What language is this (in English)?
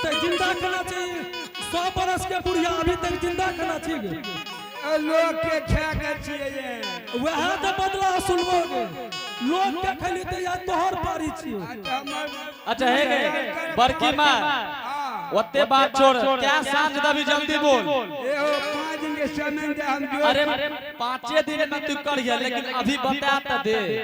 Angika